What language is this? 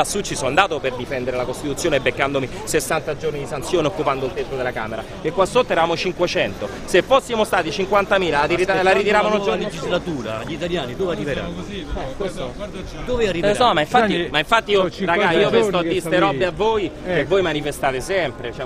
Italian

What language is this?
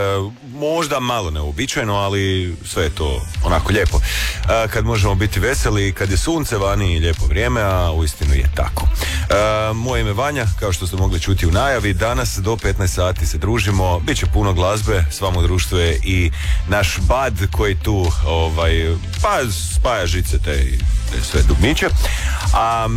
Croatian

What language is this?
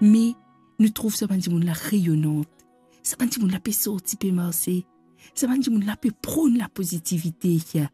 Morisyen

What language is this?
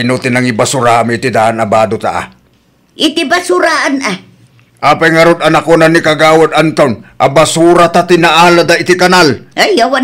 Iloko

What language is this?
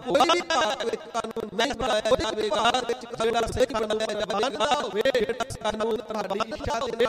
Punjabi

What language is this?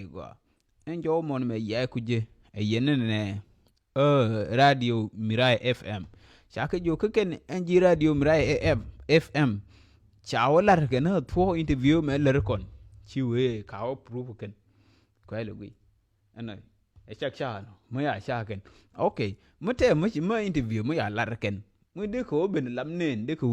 Nuer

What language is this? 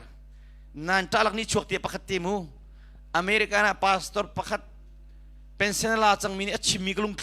Hakha Chin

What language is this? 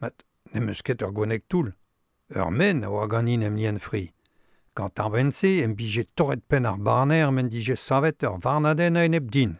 Breton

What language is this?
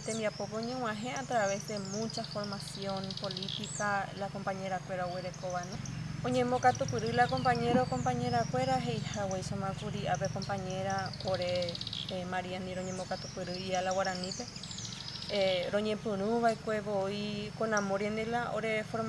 Guarani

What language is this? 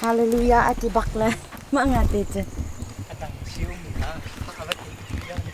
Hakha Chin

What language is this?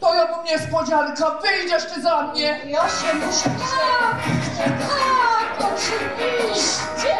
Silesian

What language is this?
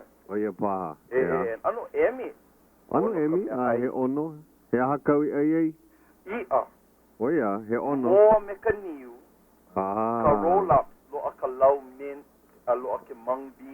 Hawaiian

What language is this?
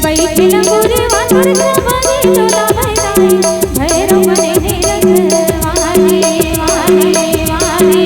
Chhattisgarhi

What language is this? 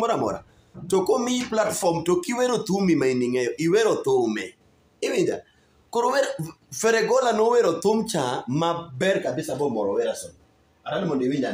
Luo (Kenya and Tanzania)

